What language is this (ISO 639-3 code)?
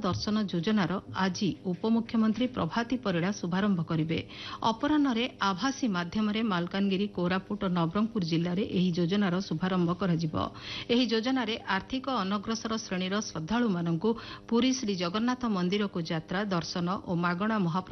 ori